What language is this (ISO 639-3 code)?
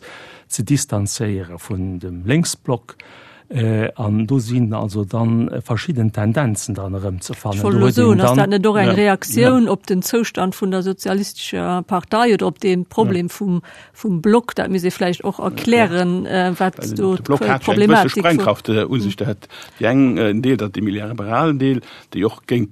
ltz